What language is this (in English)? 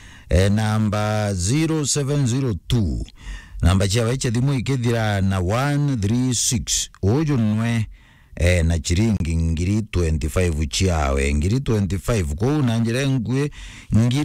Meru